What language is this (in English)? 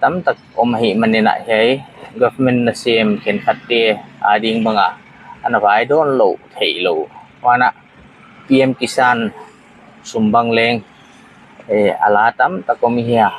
Paite Chin